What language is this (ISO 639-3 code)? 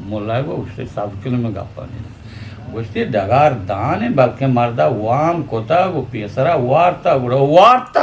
bgp